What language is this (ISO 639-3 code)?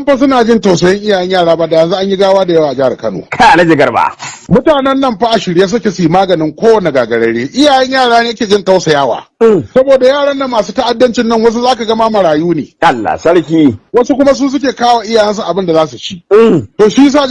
hau